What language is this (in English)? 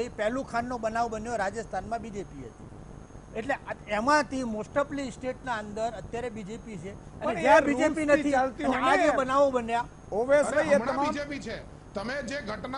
Gujarati